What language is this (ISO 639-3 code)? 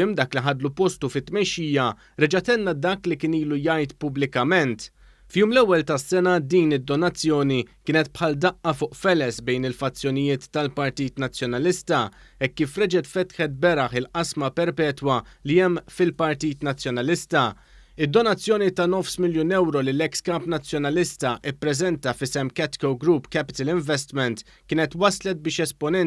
mlt